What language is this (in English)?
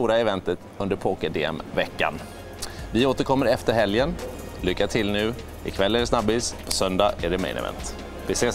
Swedish